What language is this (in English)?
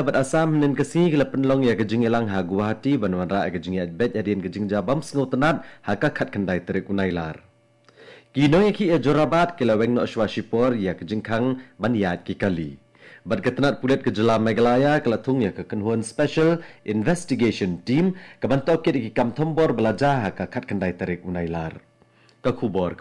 Khasi